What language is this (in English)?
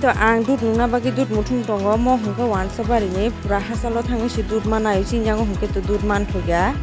Kok Borok